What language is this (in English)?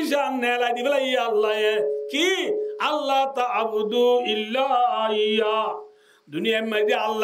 Rohingya